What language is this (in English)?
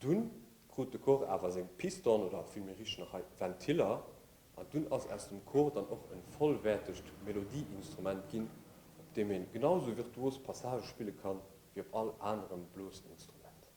Luxembourgish